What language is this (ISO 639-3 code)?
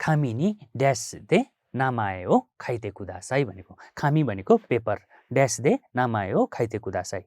nep